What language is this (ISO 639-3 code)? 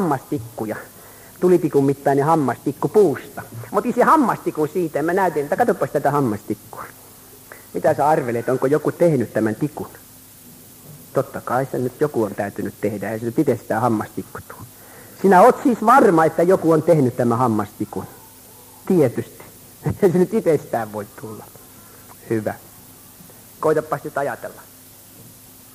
fin